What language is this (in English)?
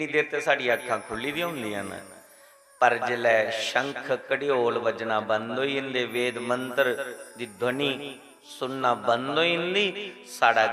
Dogri